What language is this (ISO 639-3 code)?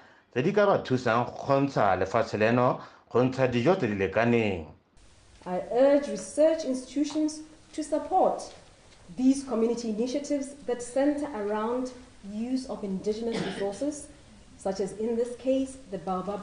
tsn